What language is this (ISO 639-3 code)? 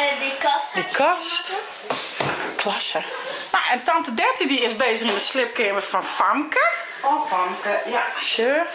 fry